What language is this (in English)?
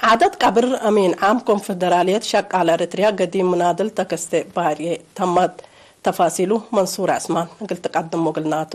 Tigre